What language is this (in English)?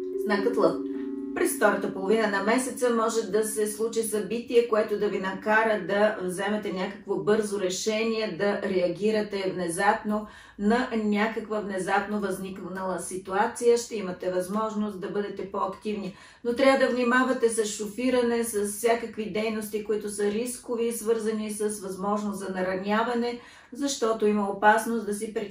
Bulgarian